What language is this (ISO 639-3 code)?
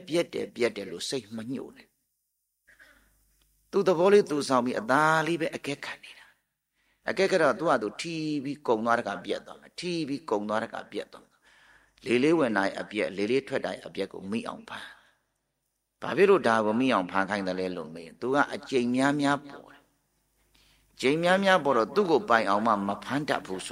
mya